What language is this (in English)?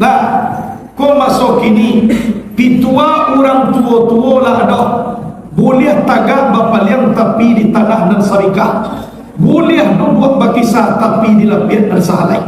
Minangkabau